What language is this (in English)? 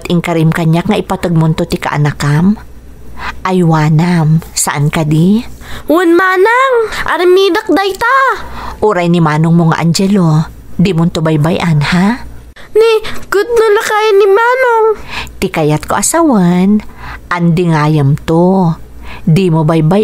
Iloko